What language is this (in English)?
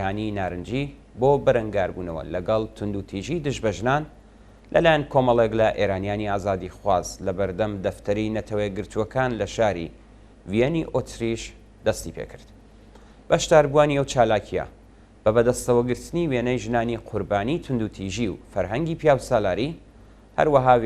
Central Kurdish